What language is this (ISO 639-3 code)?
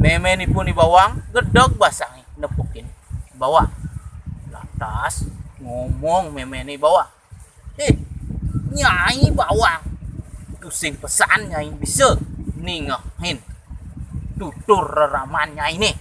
ban